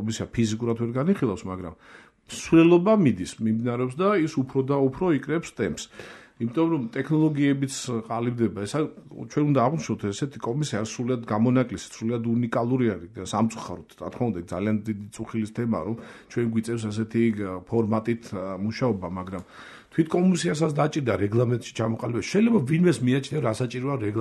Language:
Georgian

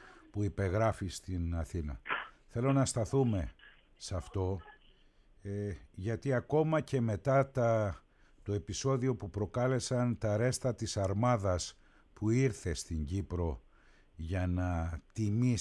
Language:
Greek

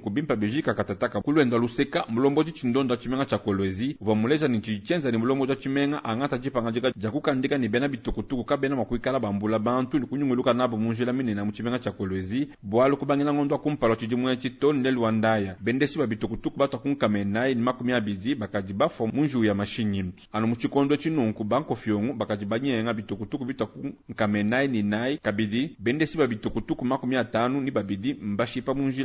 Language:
Luba-Lulua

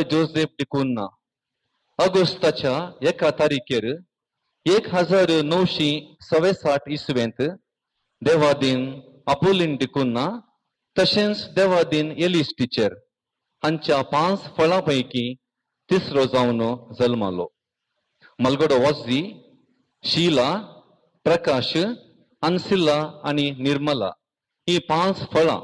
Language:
Konkani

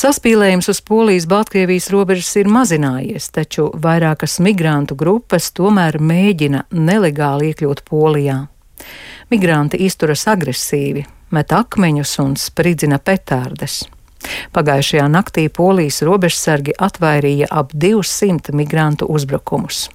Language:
Latvian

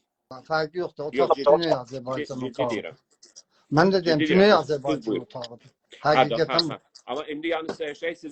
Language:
South Azerbaijani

